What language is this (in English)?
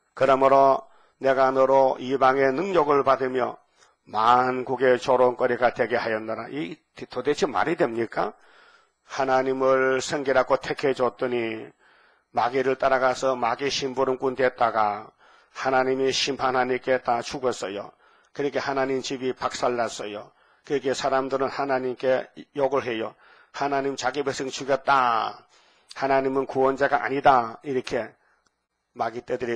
Korean